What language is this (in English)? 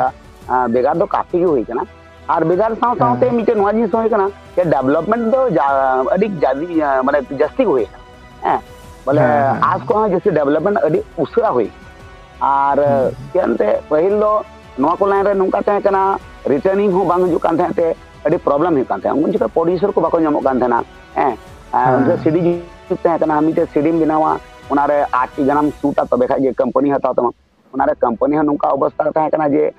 Santali